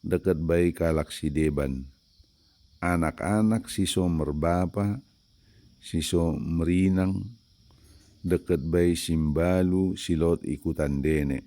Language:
Batak Dairi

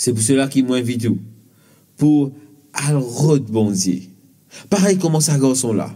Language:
Morisyen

